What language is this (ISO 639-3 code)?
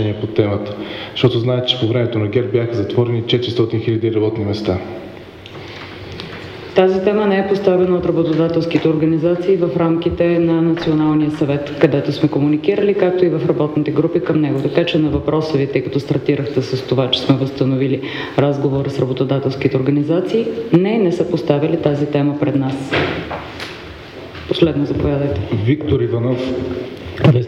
bul